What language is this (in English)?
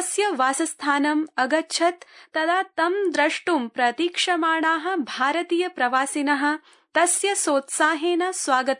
Sanskrit